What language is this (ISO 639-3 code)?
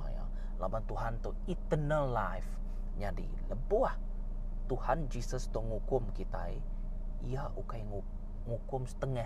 iba